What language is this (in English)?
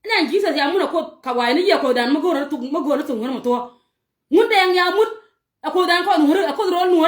Nuer